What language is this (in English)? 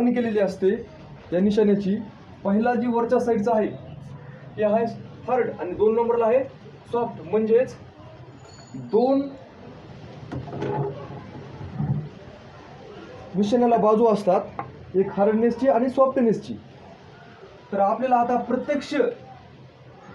Marathi